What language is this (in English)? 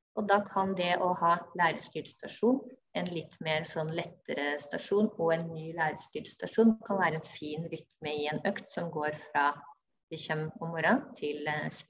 Norwegian